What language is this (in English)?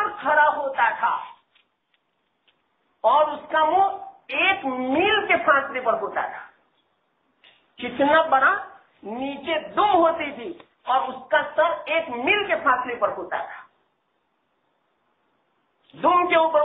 Urdu